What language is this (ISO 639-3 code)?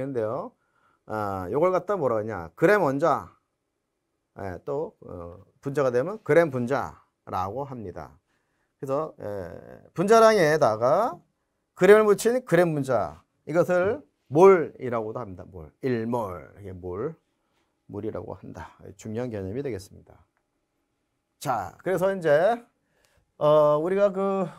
kor